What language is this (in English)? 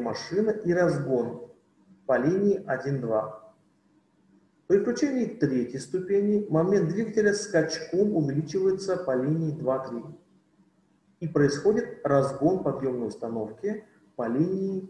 Russian